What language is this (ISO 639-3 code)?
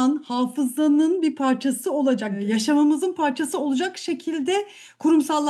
tur